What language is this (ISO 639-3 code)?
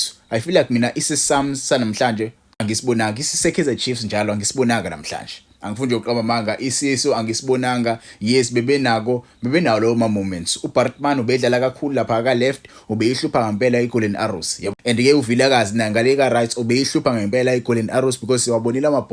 zul